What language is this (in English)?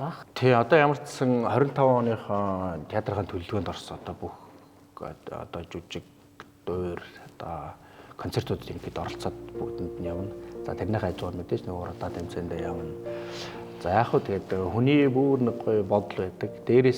Mongolian